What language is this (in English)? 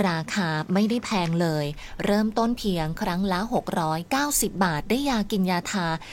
Thai